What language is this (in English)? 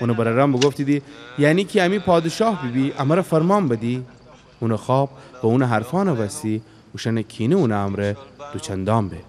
Gilaki